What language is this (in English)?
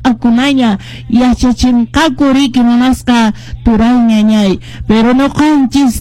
Quechua